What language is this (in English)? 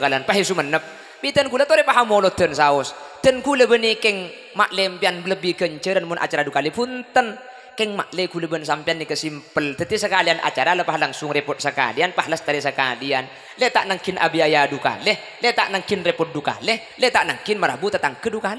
Madurese